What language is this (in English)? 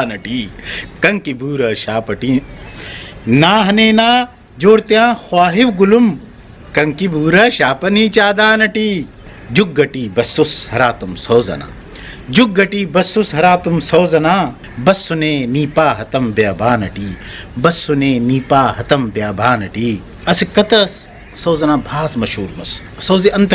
Brahui